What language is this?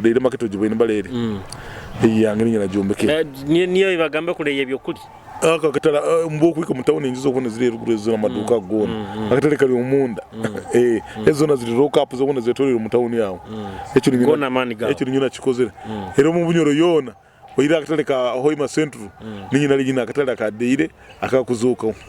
Nyoro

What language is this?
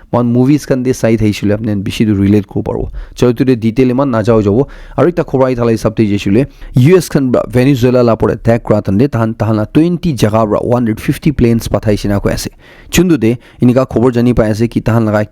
Naga Pidgin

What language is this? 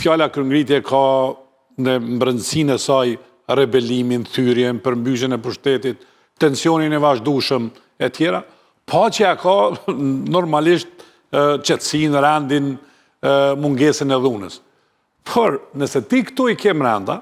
Albanian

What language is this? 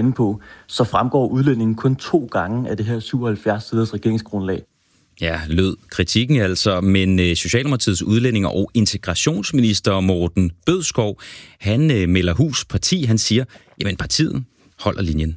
Danish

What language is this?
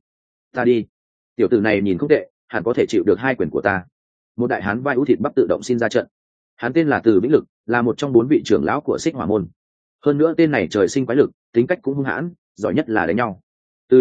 Vietnamese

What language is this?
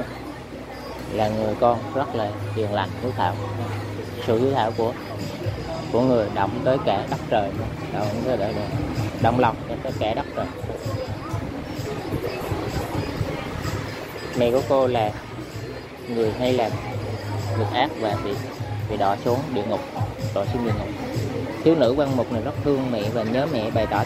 Vietnamese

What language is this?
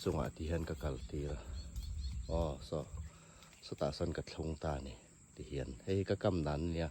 Hmar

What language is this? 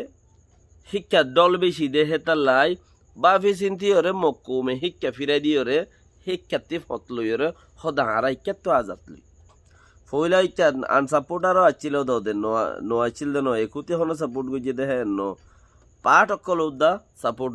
Rohingya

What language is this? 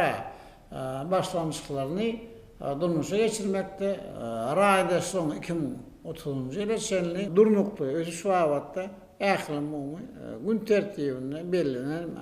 Turkmen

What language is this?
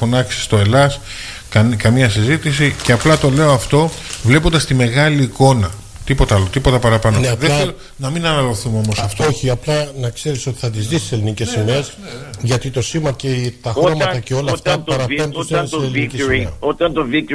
Greek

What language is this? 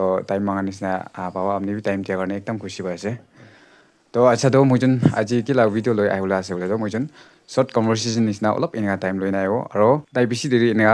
Naga Pidgin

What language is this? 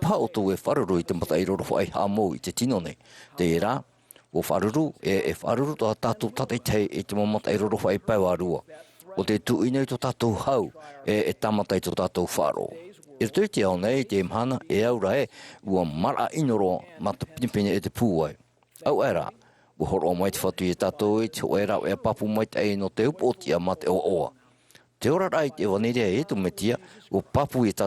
Tahitian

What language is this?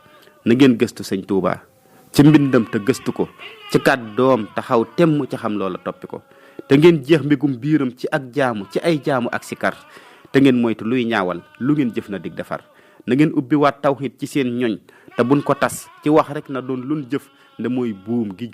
Wolof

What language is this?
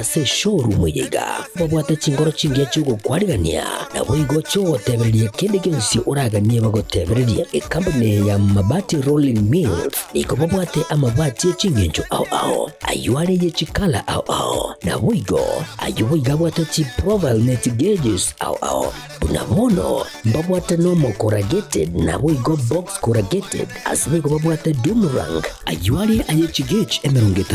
Gusii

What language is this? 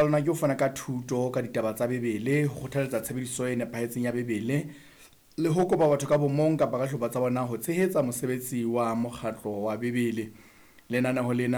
Southern Sotho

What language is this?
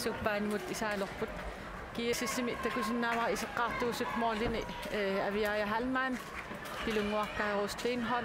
Kalaallisut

